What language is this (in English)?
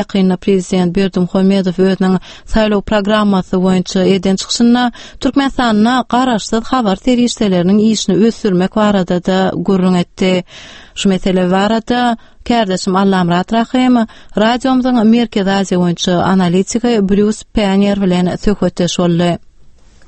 Turkmen